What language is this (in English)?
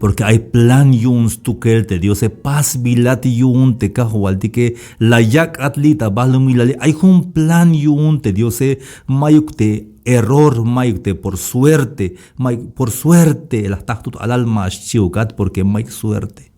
Tzeltal